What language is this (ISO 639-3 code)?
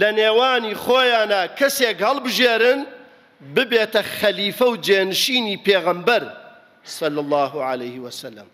ckb